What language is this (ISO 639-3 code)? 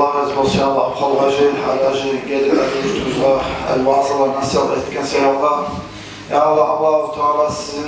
kum